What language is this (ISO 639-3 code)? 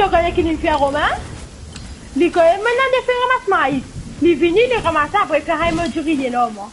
mfe